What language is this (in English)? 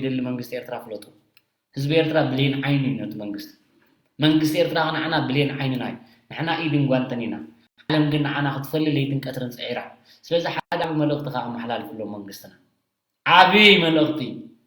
Tigrinya